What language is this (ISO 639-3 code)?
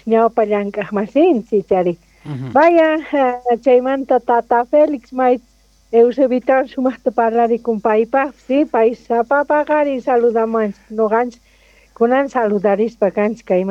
que